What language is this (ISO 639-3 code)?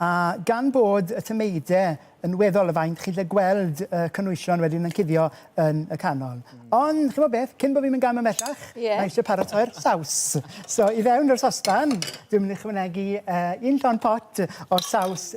cym